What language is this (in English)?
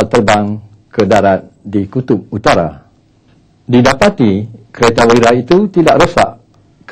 Malay